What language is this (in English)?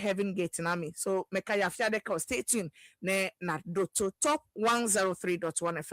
Ewe